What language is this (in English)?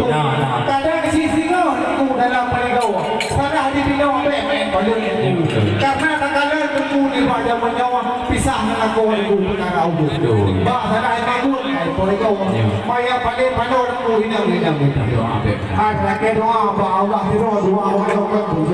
Achinese